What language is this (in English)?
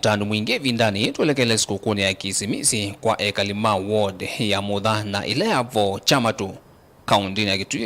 Kamba